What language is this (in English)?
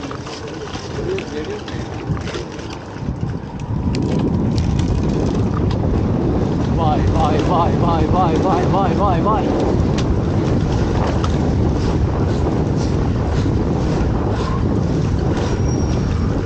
Turkish